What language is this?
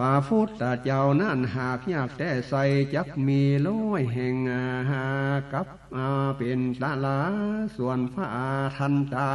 Northern Thai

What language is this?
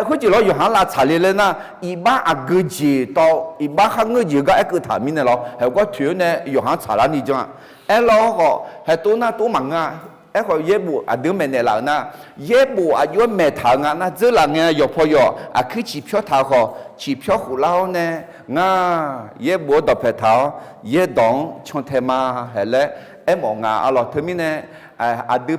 Akha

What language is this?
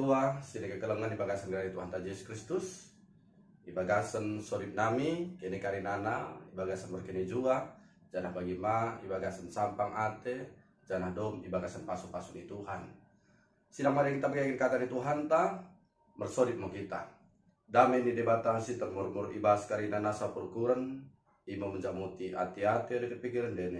Batak Dairi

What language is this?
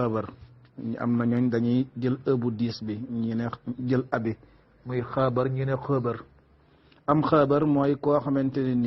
Wolof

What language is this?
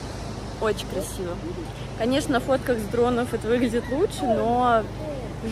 Russian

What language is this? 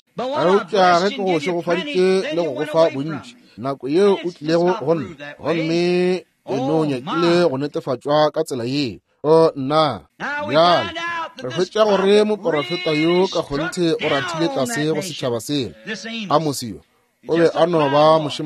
Northern Sotho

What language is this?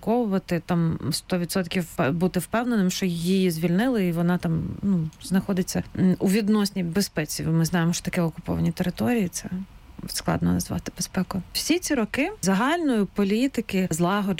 Ukrainian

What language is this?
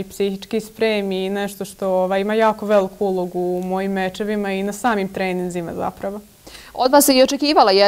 Bosnian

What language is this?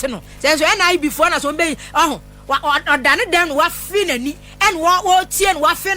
Akan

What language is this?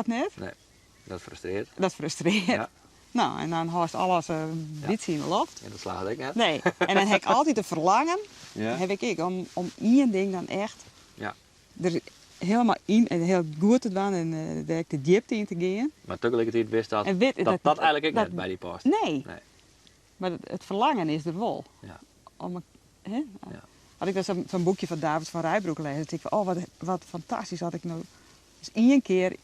Western Frisian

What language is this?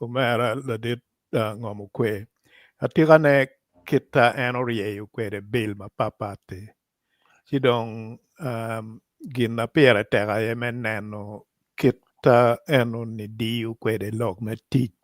Acoli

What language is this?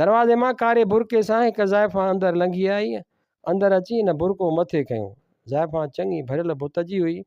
Sindhi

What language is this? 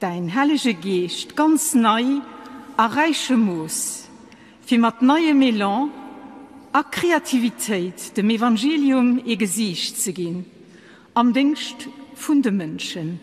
Luxembourgish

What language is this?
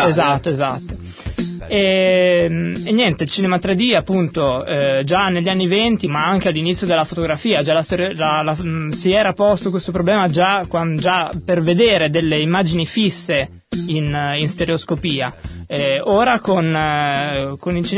Italian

